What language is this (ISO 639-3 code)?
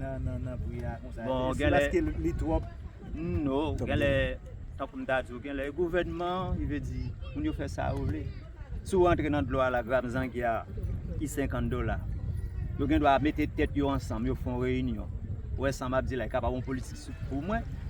hat